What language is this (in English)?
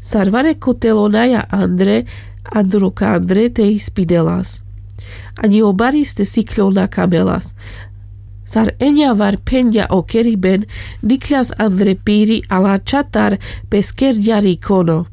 Carpathian Romani